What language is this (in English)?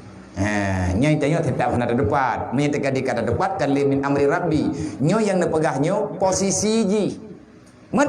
Achinese